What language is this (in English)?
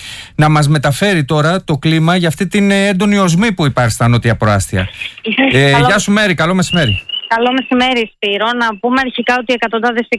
Greek